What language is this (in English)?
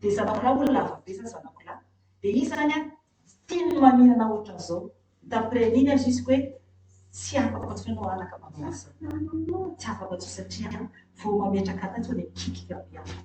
Malagasy